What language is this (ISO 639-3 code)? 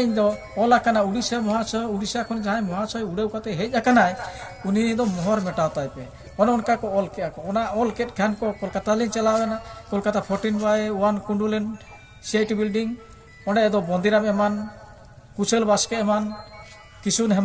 sat